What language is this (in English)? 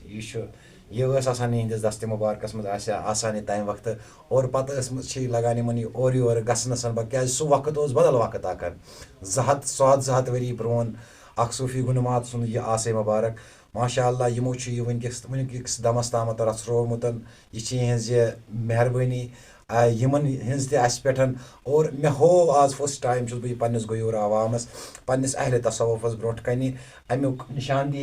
Kashmiri